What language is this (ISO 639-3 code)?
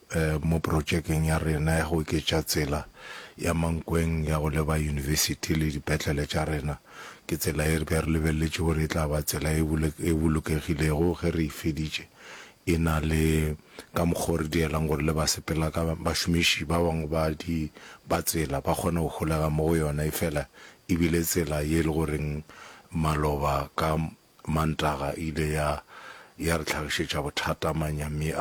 nso